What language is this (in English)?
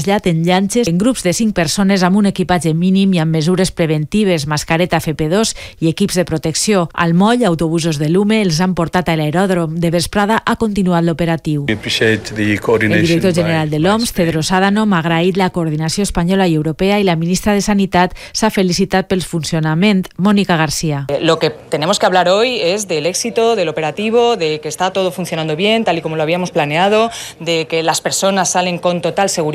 Catalan